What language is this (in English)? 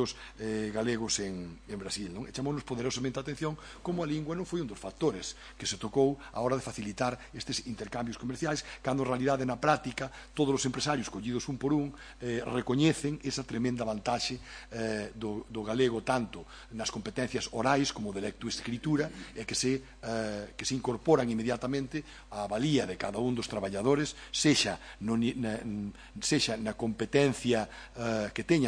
Galician